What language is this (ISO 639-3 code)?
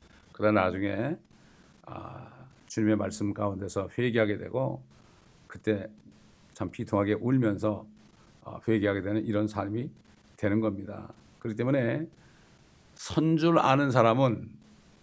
kor